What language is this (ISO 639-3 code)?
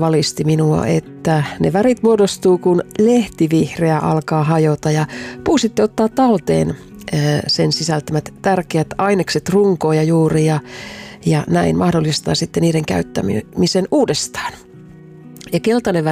fin